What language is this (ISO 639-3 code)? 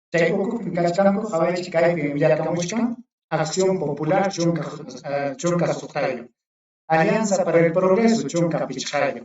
quy